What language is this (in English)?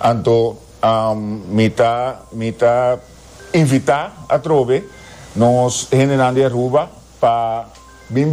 Papiamento